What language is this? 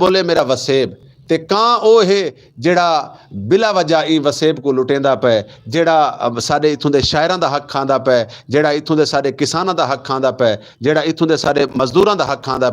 Saraiki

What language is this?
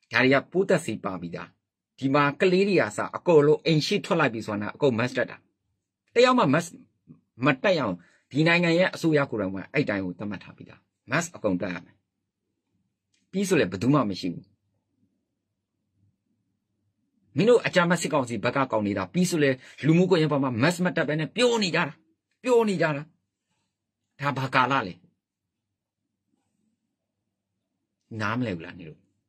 Burmese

